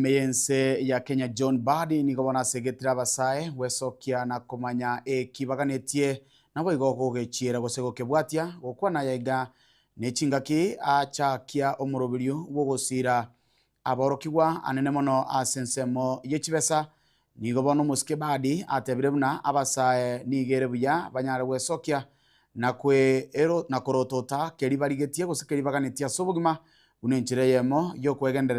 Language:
Gusii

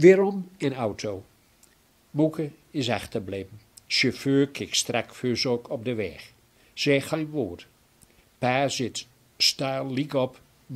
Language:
Gronings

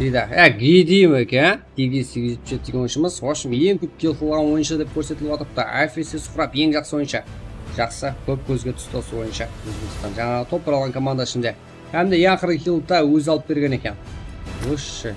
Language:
Kara-Kalpak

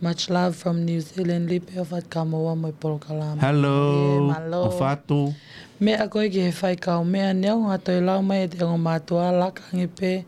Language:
Tongan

